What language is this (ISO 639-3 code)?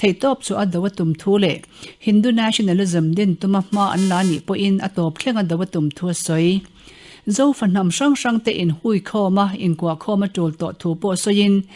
lus